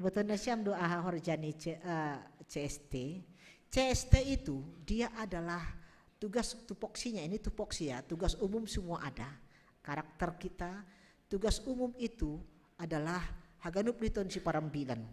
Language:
Batak Simalungun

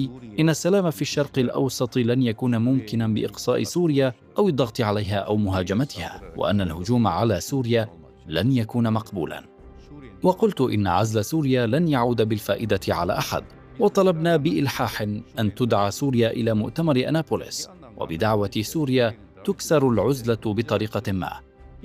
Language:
Arabic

